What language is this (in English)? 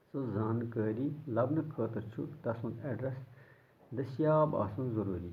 Kashmiri